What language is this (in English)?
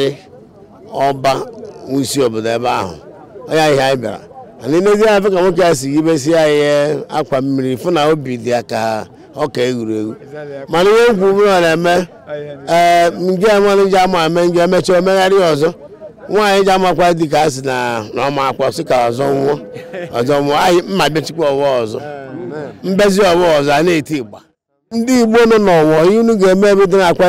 Igbo